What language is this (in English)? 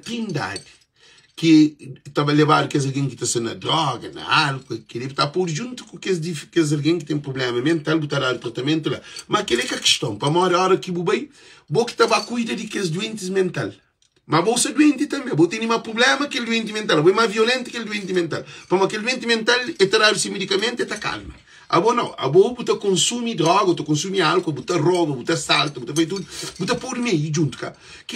Kabuverdianu